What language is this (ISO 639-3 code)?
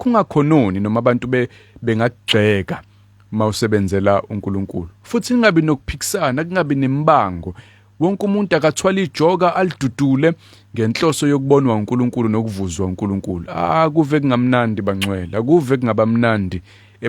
zul